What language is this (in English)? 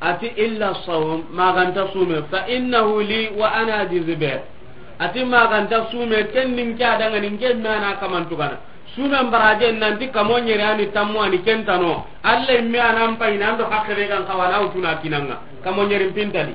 Soninke